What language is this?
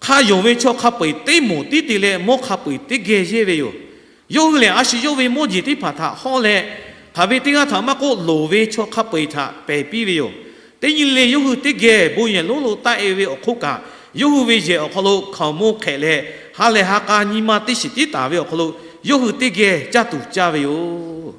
Lahu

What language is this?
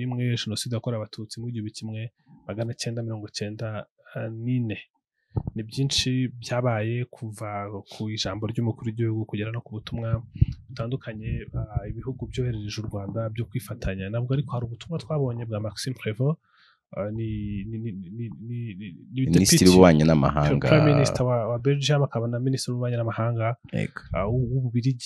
Kinyarwanda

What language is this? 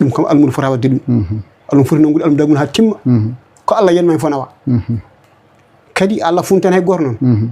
Fula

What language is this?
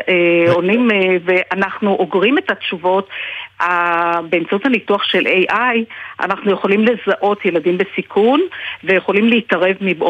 Hebrew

